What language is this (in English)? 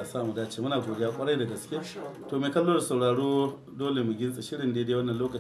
Hausa